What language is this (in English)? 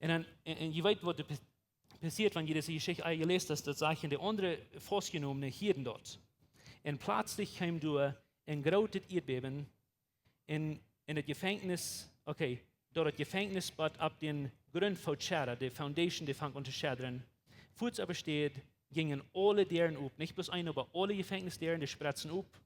Plautdietsch